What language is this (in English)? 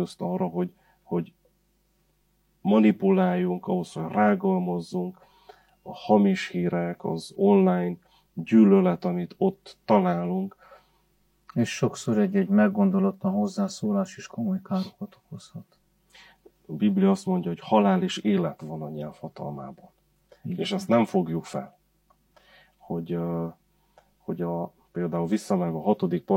Hungarian